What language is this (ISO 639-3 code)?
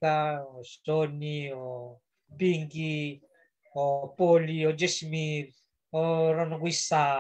fij